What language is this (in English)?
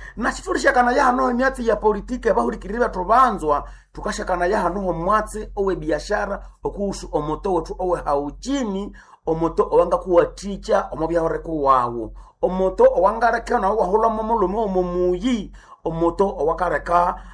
Nande